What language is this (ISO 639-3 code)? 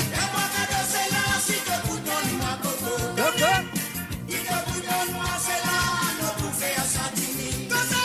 mfe